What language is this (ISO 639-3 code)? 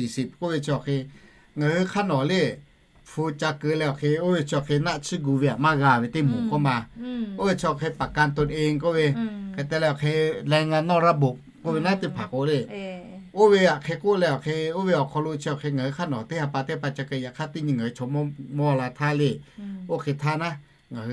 lhu